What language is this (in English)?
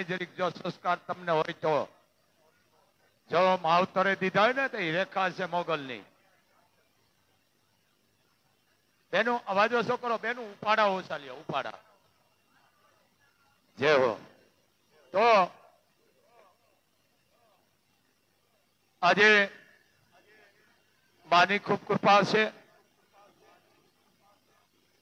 Gujarati